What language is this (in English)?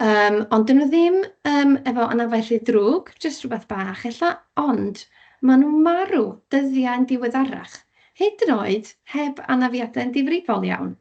Welsh